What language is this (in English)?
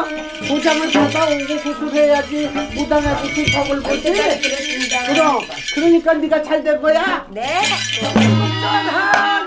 Korean